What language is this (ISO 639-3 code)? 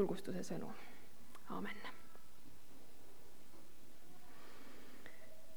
est